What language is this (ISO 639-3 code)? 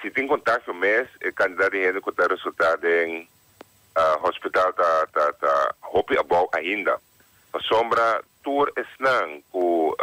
pap